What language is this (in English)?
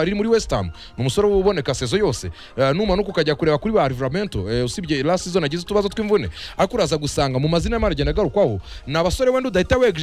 Kinyarwanda